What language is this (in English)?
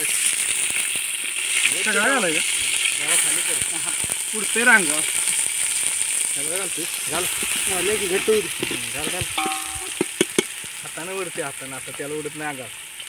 Marathi